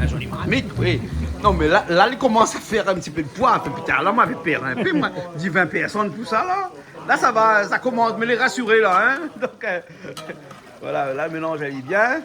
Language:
Réunion Creole French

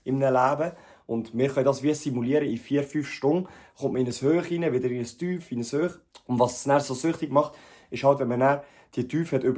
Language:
Swiss German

